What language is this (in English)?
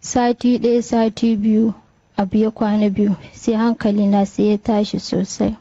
Hausa